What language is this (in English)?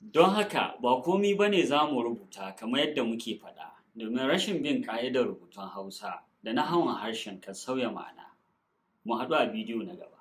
Hausa